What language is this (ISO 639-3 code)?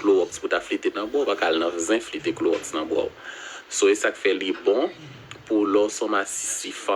hat